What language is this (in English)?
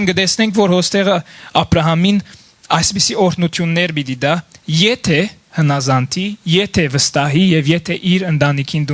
Western Armenian